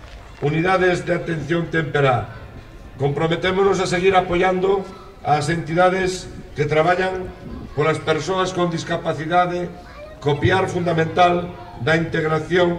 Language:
Galician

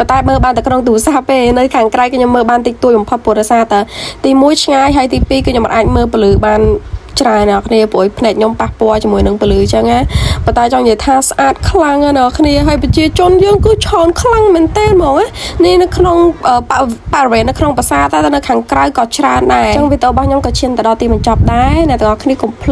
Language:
Khmer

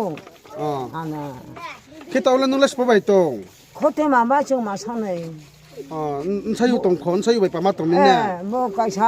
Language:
Riang (India)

